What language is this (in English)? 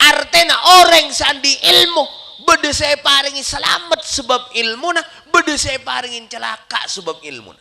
Madurese